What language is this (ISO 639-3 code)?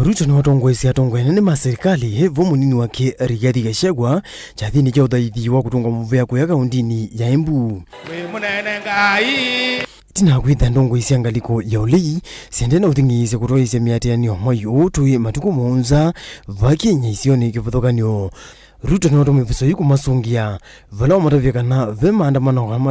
kam